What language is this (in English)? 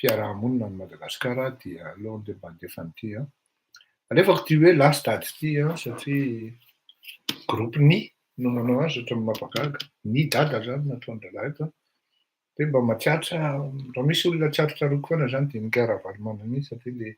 Malagasy